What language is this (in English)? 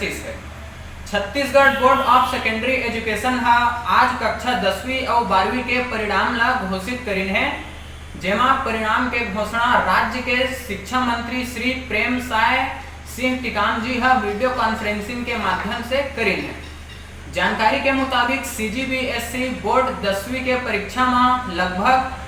Chhattisgarhi